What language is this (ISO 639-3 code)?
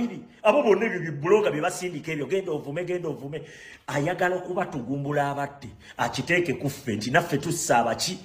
lug